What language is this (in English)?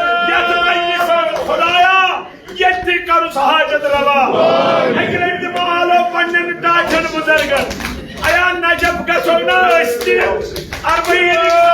Kashmiri